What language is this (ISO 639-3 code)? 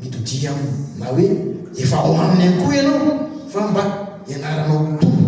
mlg